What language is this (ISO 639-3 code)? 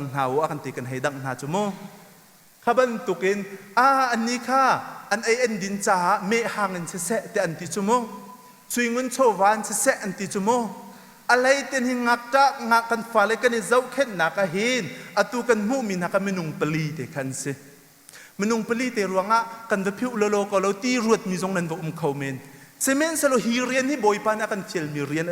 cnh